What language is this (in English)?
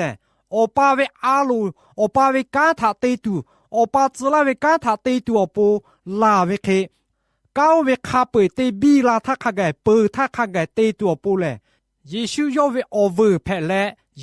Lahu